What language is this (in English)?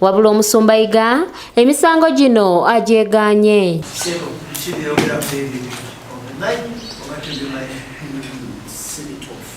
Ganda